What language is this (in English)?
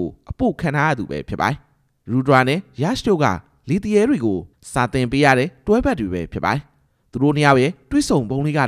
Burmese